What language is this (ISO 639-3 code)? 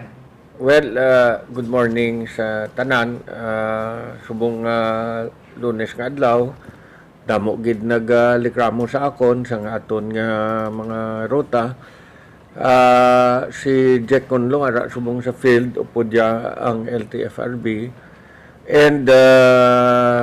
hil